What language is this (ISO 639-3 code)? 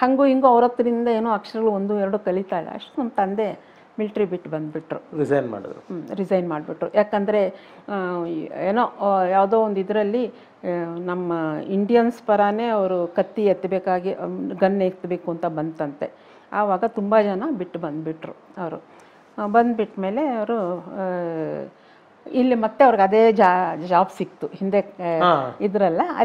kan